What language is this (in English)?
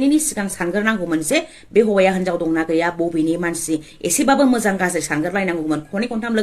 Bodo